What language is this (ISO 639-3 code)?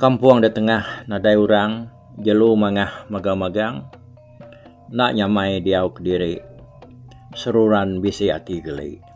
iba